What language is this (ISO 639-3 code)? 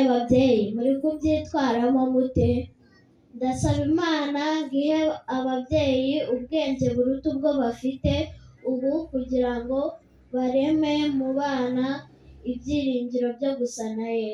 kin